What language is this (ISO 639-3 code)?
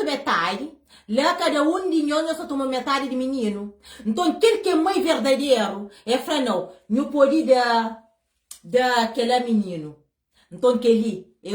kea